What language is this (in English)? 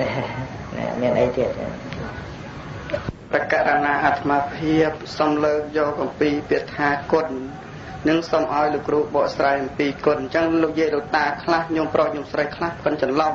Khmer